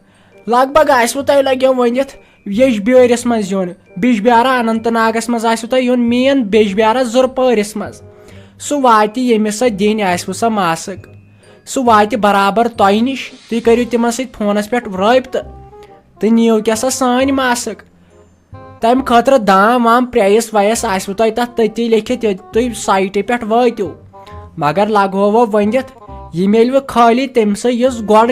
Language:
Kashmiri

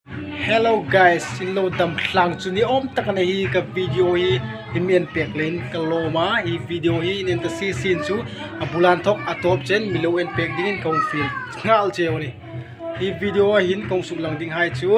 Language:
Hmar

